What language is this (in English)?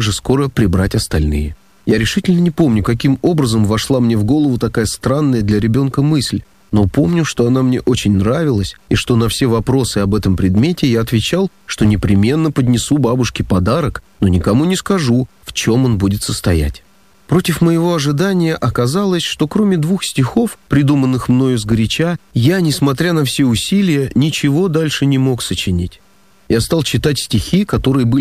Russian